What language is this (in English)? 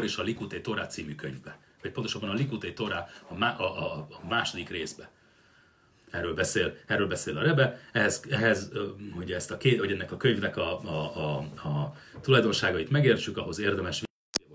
Hungarian